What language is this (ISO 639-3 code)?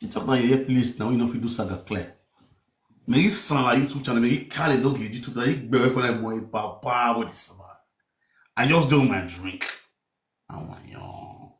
pcm